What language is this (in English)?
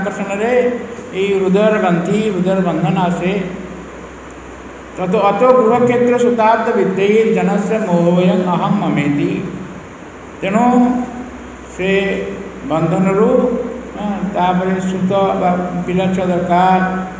Odia